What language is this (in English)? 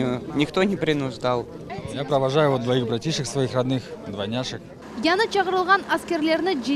Crimean Tatar